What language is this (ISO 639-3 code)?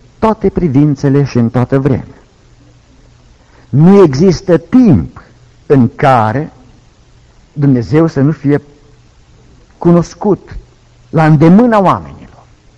ron